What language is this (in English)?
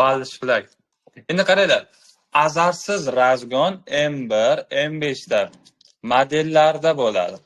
Uzbek